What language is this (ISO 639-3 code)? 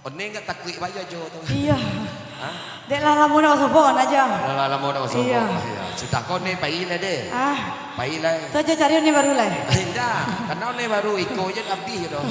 min